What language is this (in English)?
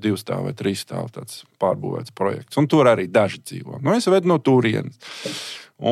Latvian